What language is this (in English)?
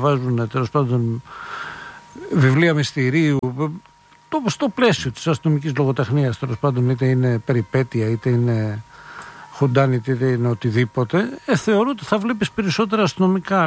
Greek